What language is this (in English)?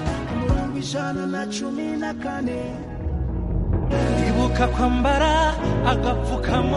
Kinyarwanda